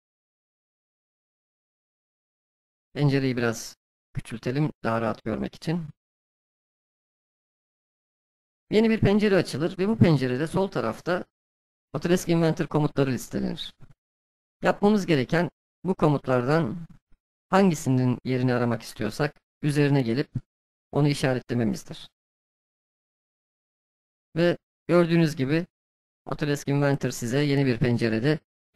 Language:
Turkish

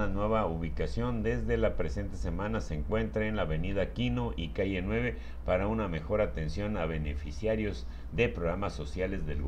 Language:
Spanish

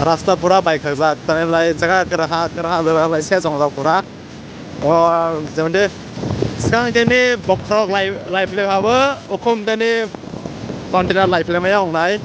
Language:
Kok Borok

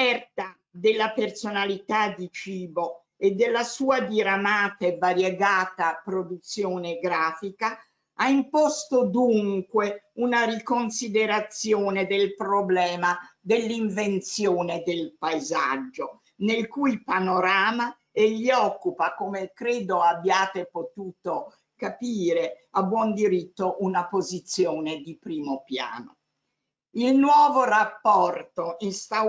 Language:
Italian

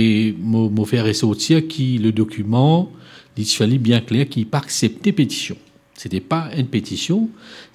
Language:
Morisyen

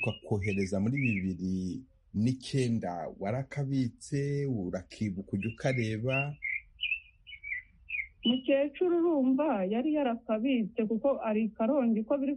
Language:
Kinyarwanda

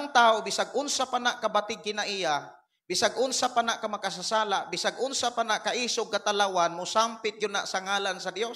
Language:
Cebuano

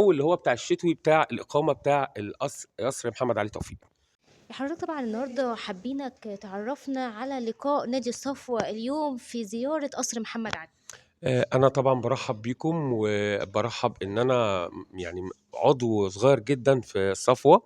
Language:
Egyptian Arabic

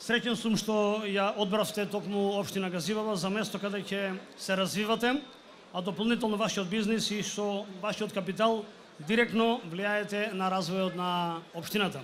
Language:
Macedonian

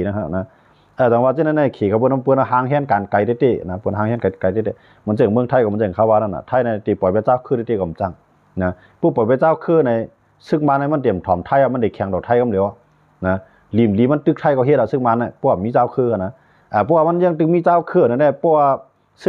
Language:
Shan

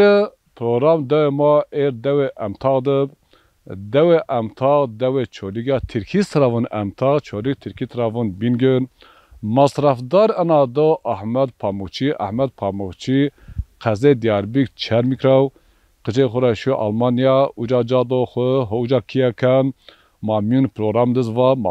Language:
Zaza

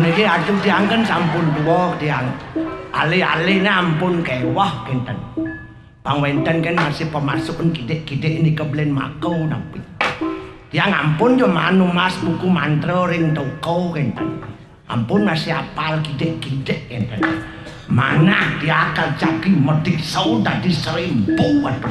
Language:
Balinese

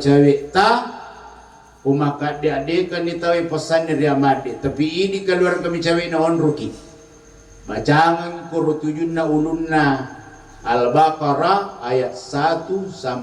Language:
Buginese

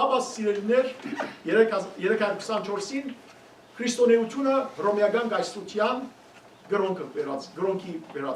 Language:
Western Armenian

